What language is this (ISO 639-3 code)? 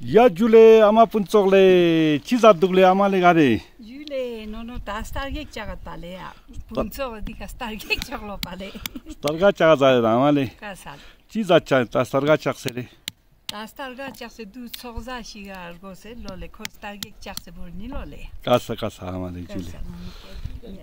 lbj